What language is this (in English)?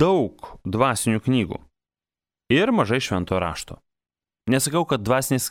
Lithuanian